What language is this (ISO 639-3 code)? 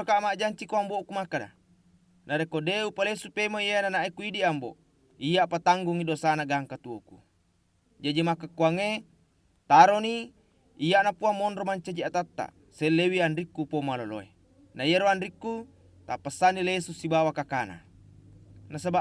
bug